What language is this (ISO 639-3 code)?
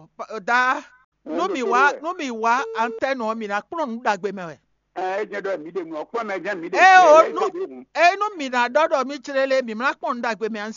fon